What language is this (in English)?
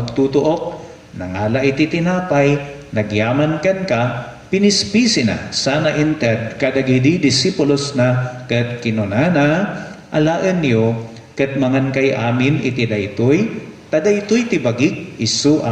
Iloko